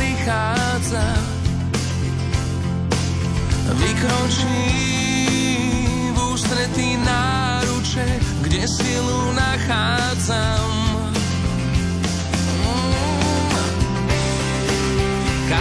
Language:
Slovak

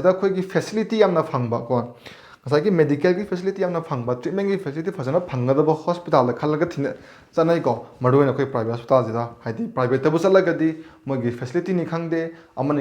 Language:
Manipuri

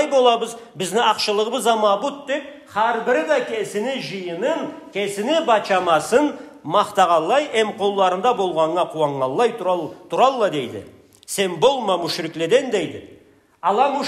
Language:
Karachay-Balkar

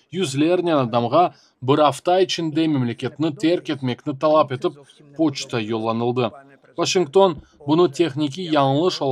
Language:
Crimean Tatar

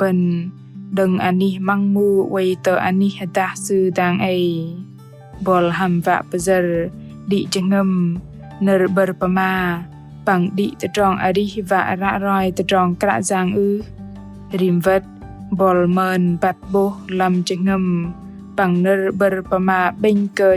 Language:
Bahnar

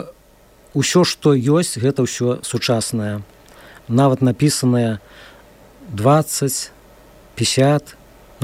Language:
Belarusian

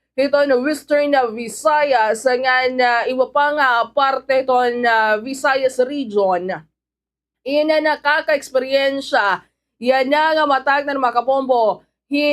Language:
Waray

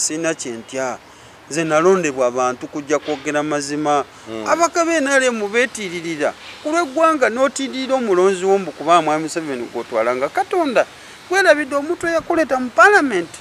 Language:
Ganda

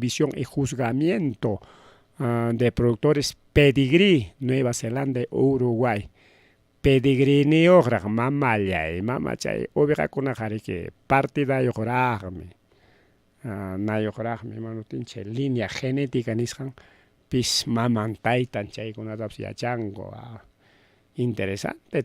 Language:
Ayacucho Quechua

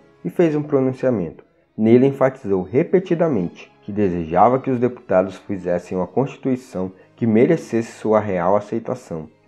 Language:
Portuguese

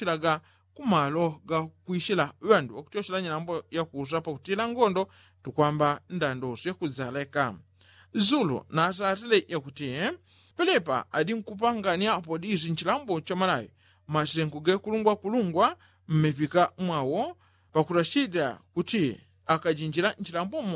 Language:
Yao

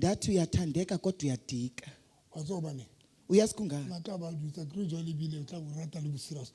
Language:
Southern Sotho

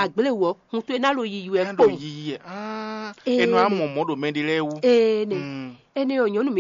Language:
Fon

